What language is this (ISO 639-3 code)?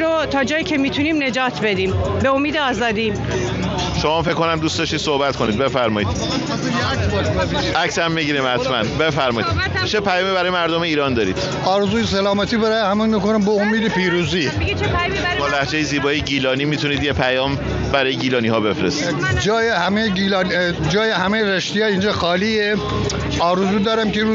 fas